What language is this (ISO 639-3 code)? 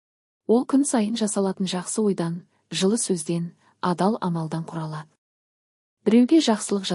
kaz